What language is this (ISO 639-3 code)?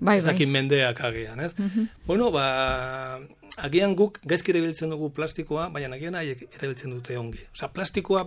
eus